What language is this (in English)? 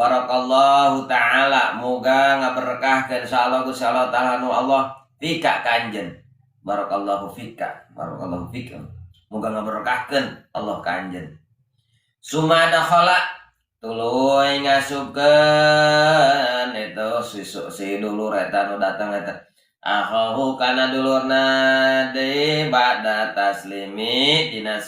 Sundanese